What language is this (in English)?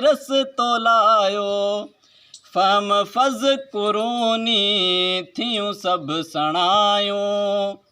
Sindhi